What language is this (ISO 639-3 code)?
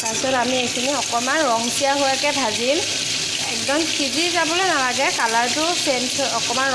asm